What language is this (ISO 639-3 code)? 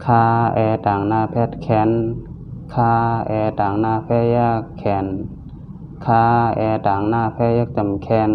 shn